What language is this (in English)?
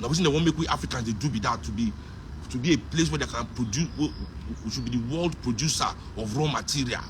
Nigerian Pidgin